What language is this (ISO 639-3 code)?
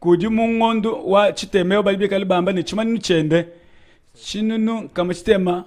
lua